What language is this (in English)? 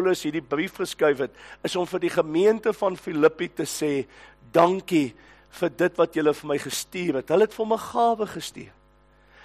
Afrikaans